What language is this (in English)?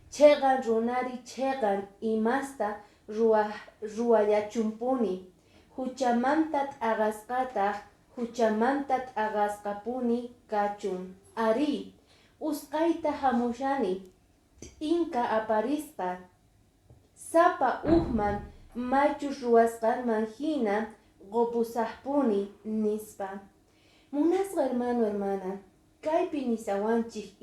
Quechua